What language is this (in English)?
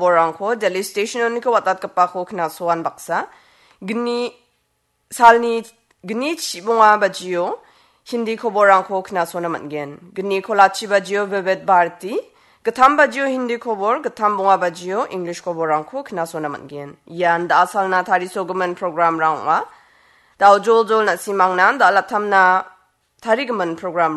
Garo